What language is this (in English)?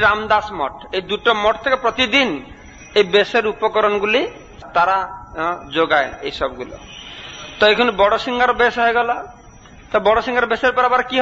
Bangla